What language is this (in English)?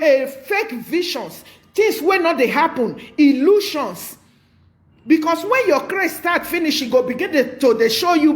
Nigerian Pidgin